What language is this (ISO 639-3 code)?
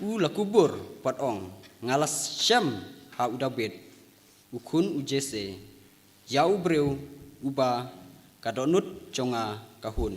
kha